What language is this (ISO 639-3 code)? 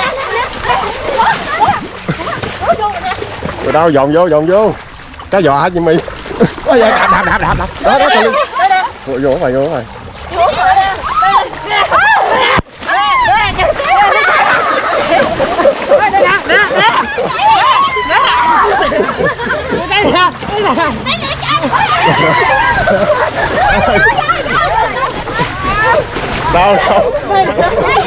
vie